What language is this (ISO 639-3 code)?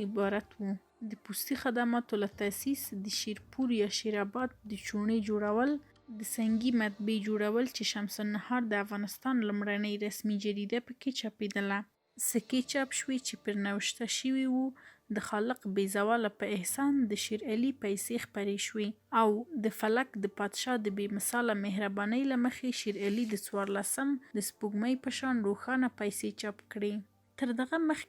pus